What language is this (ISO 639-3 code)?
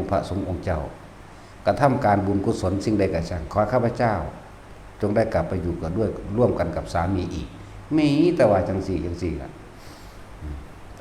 tts